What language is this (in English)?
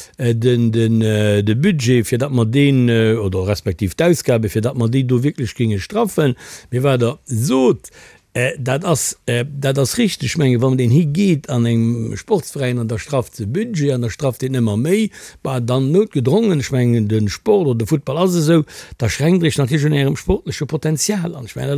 Luxembourgish